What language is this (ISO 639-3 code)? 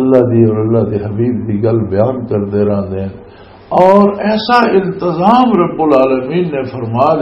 lah